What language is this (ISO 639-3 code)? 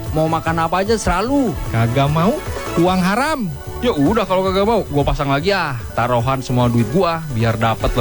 ind